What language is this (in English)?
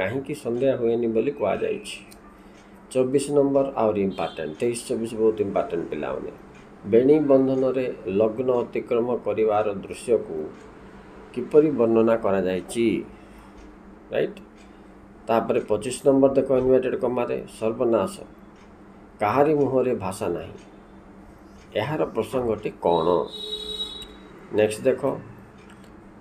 Odia